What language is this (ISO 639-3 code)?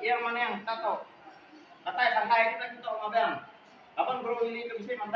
iba